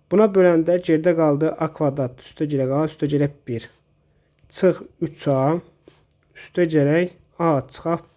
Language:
Azerbaijani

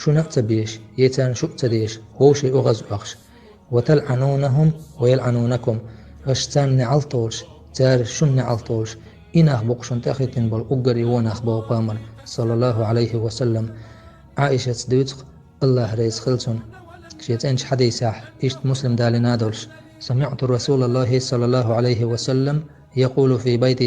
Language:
Chechen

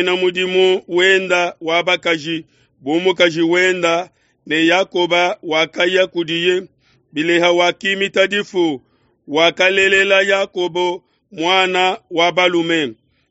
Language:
Luba-Lulua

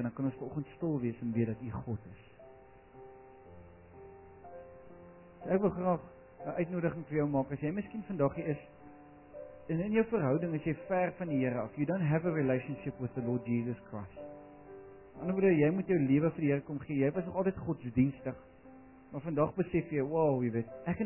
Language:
Afrikaans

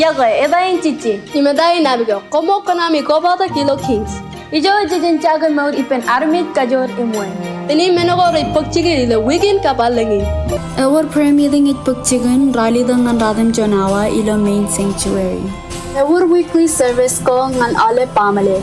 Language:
Marshallese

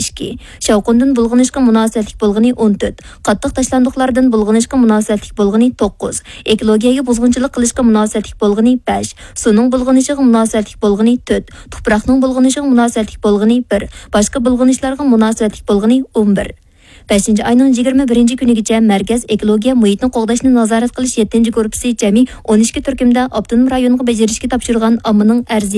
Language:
Uyghur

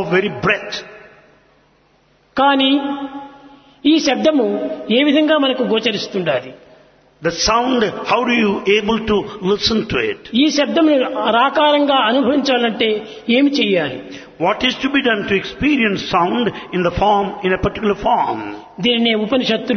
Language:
Telugu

